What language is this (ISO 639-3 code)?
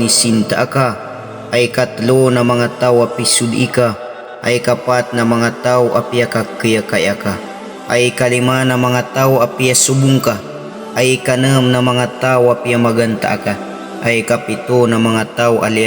mrw